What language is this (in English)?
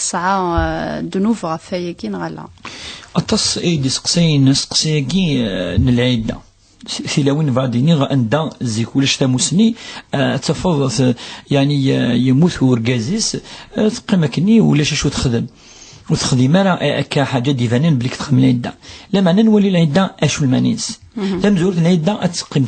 Kabyle